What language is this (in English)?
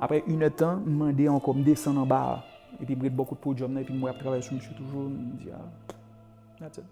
Haitian Creole